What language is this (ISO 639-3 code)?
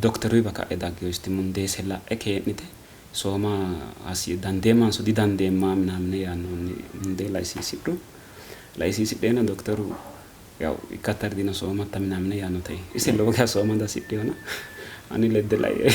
sid